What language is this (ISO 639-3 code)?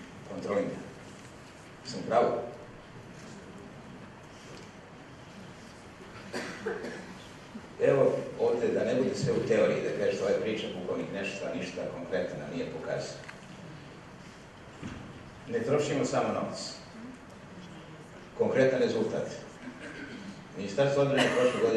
srp